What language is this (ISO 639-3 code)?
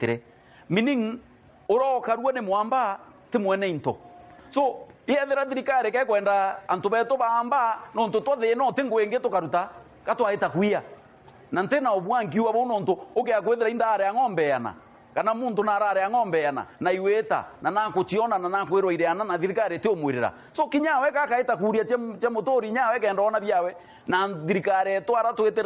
mer